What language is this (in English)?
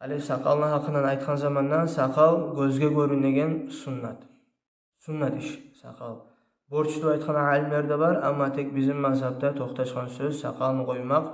Kumyk